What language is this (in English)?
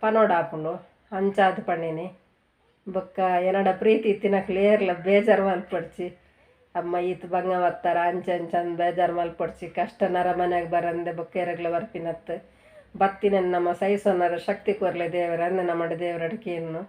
Tulu